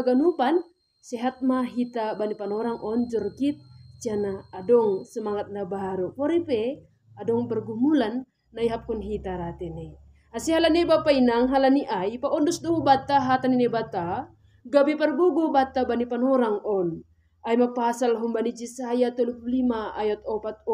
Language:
Batak Simalungun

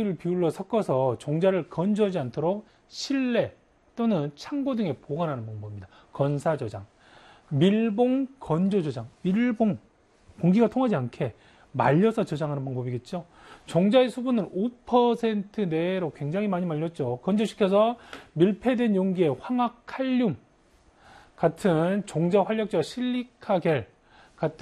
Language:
Korean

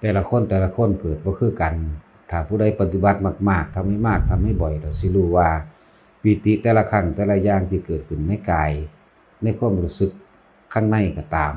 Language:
Lao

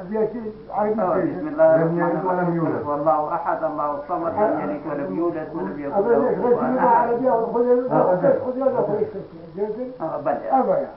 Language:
Kurdish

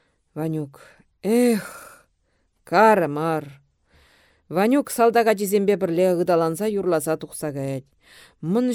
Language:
Chuvash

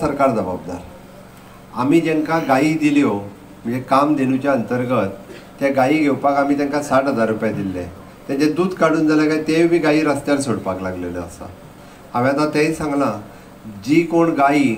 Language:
Konkani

